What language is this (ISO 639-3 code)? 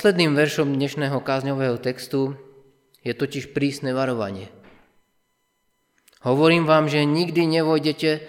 slk